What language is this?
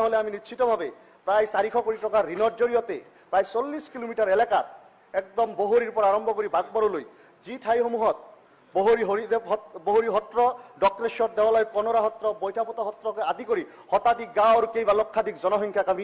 Assamese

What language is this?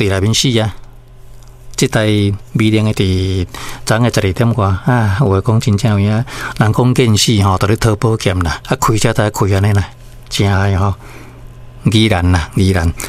Min Nan Chinese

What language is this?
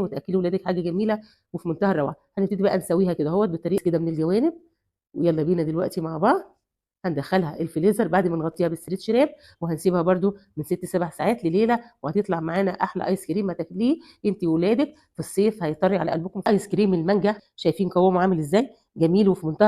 Egyptian Arabic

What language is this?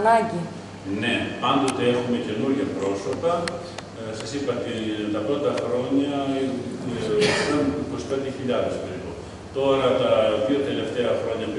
Greek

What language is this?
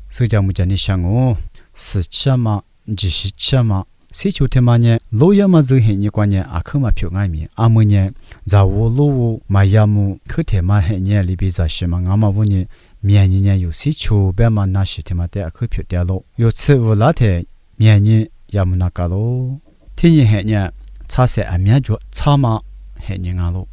Lisu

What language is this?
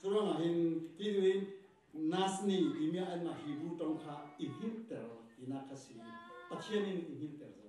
Falam Chin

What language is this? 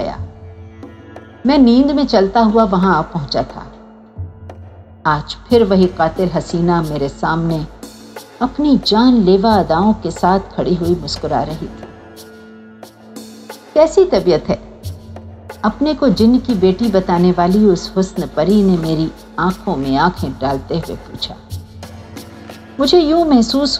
Hindi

